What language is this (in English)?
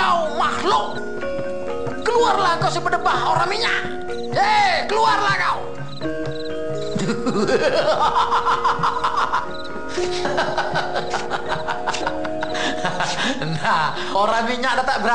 Malay